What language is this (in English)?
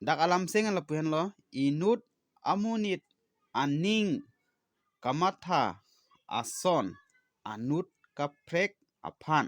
Karbi